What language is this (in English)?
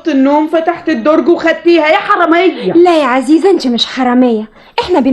Egyptian Arabic